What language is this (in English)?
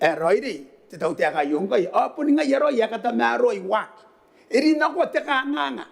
Gilbertese